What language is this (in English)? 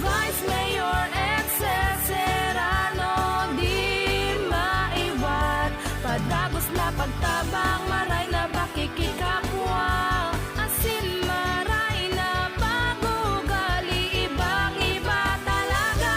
Bikol